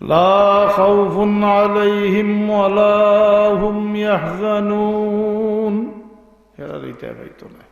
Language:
Sylheti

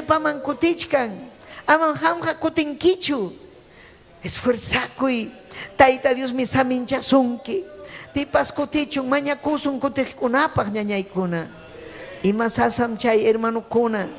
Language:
Ayacucho Quechua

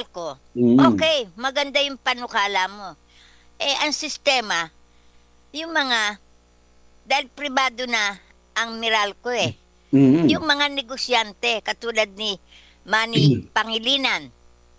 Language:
Filipino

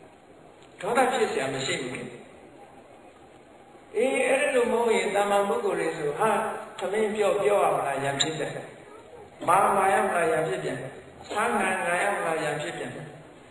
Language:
Burmese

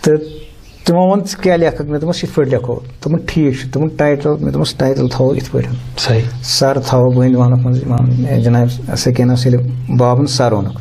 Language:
Kashmiri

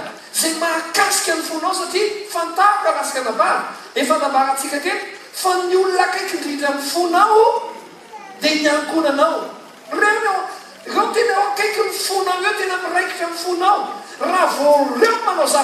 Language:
Malagasy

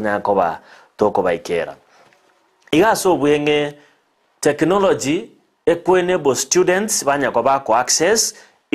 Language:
Gusii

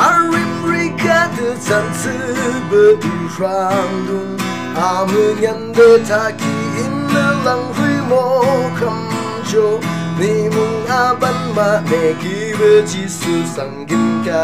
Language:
Yimchungru Naga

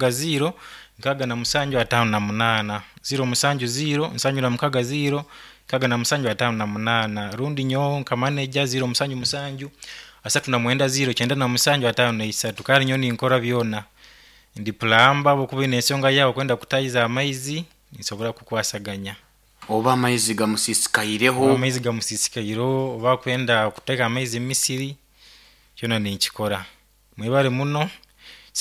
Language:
Nyoro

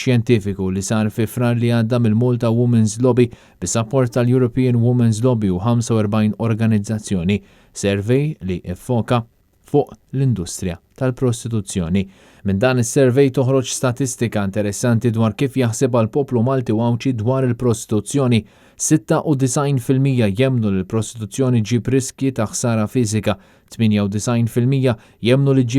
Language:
Maltese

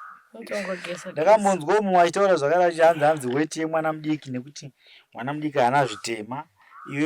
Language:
Shona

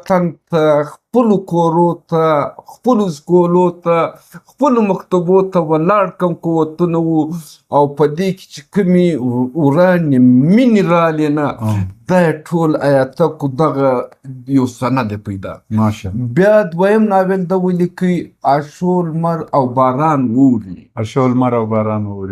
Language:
Pashto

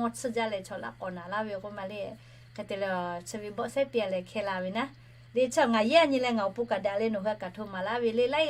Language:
Lahu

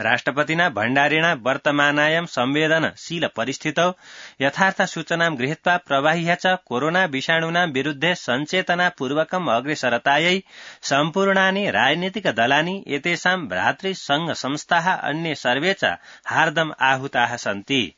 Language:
Sanskrit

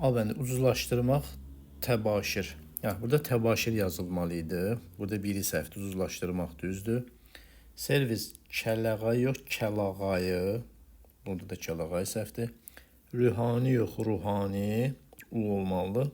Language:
Azerbaijani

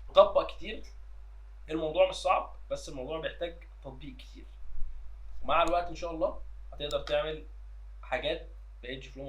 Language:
Egyptian Arabic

